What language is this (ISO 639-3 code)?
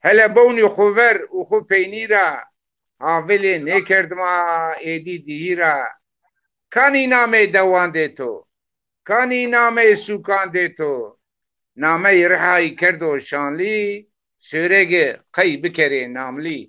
zza